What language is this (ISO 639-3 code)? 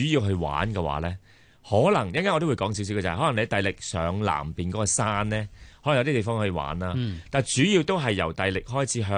yue